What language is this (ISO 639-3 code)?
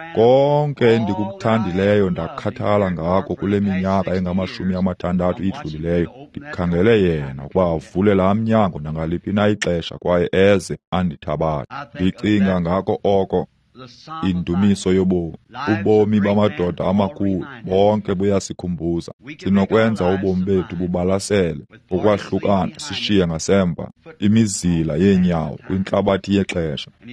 xho